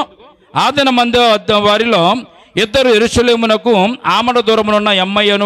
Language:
Telugu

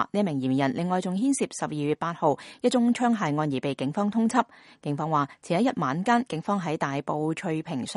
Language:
Cantonese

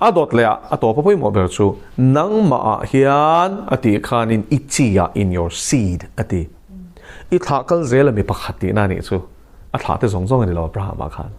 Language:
Mizo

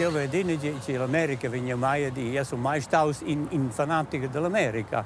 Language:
Romansh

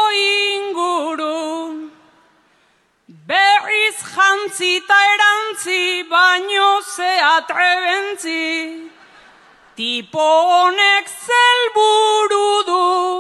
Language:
Basque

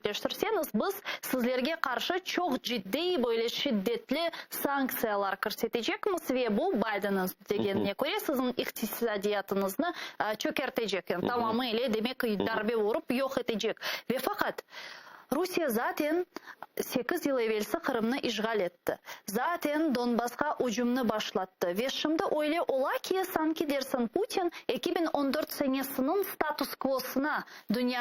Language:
Crimean Tatar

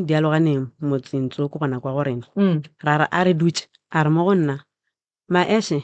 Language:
Northern Sotho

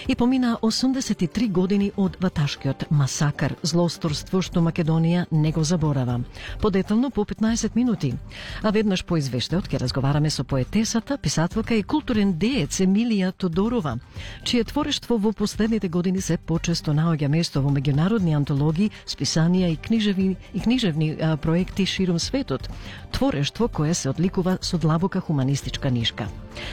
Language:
Macedonian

